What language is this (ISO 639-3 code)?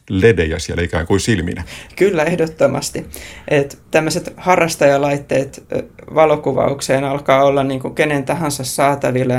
fin